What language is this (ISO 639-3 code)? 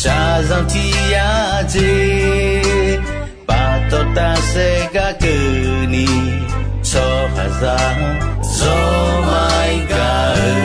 ahk